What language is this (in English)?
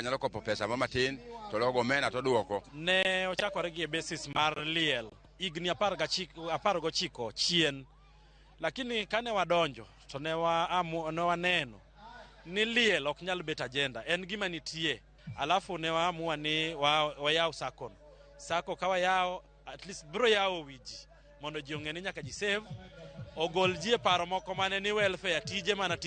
Luo (Kenya and Tanzania)